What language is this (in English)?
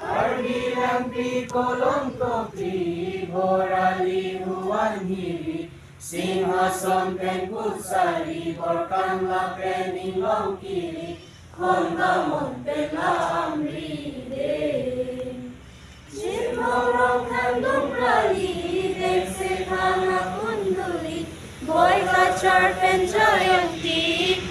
Karbi